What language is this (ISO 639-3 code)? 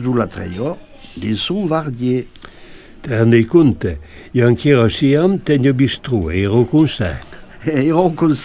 oci